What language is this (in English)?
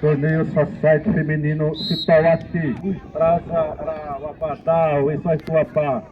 Xavánte